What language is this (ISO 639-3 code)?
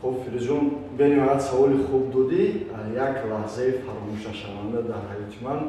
tgk